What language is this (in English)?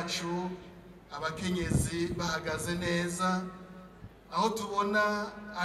Rundi